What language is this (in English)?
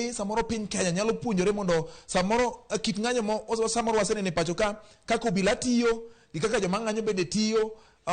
Luo (Kenya and Tanzania)